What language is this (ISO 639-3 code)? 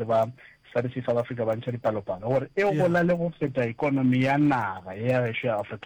nso